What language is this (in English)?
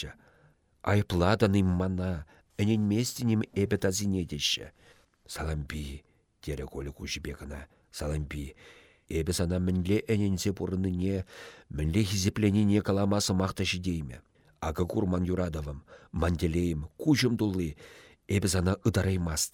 Chuvash